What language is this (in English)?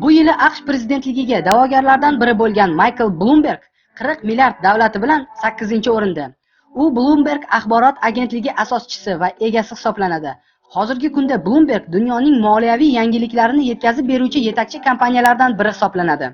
Uzbek